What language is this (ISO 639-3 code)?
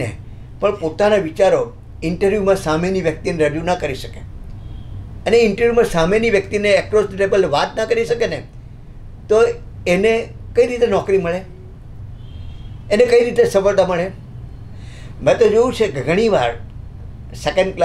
guj